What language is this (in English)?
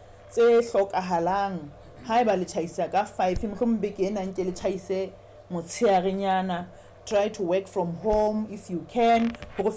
Southern Sotho